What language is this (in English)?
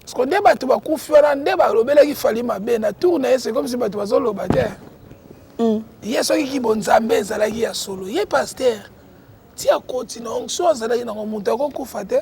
Lingala